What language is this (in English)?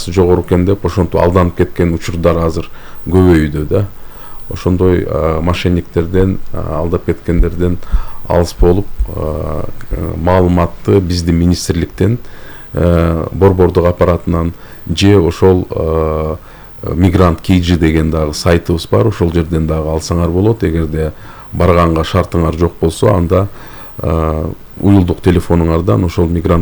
Kyrgyz